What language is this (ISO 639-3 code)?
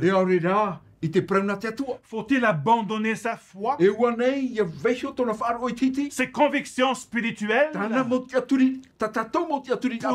tah